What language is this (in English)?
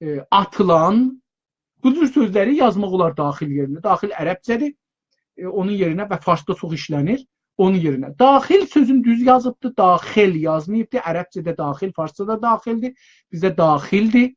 South Azerbaijani